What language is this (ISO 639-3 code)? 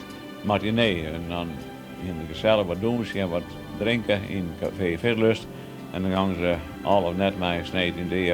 fry